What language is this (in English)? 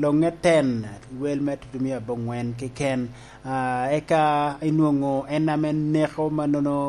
Lango (Uganda)